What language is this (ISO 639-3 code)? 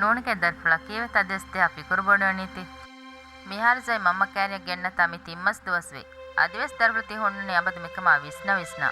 div